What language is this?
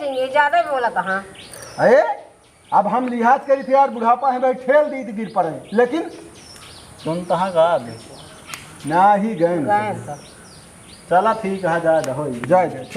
Awadhi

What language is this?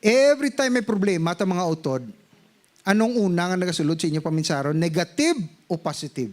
Hiligaynon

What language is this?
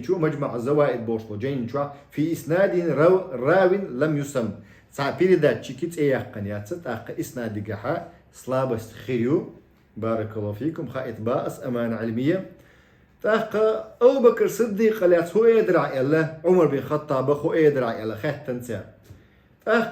Chechen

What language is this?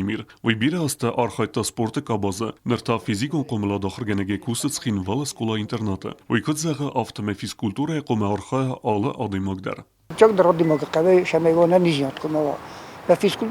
Ossetic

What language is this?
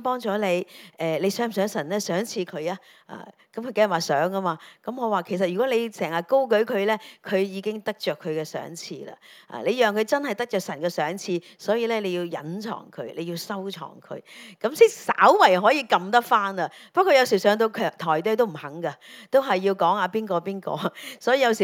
Cantonese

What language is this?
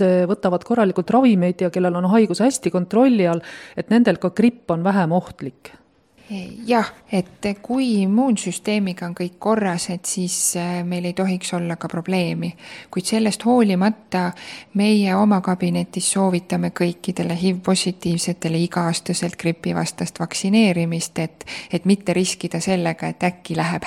Estonian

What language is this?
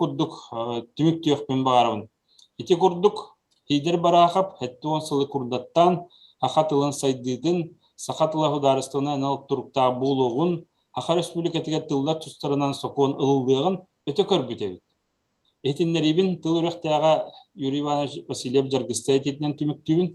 Yakut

